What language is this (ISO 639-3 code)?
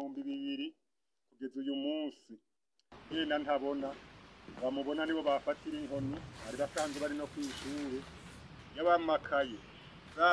run